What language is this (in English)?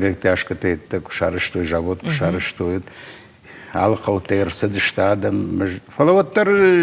Ossetic